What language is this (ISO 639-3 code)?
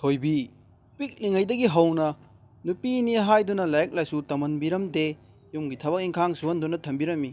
mni